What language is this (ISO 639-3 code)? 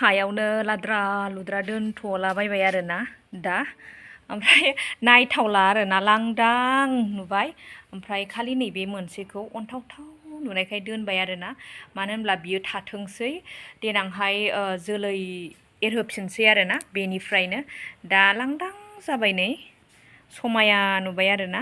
brx